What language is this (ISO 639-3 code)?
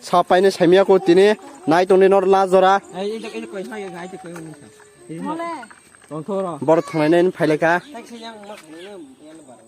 trp